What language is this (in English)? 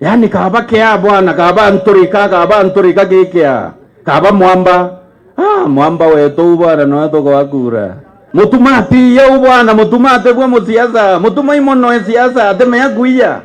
Meru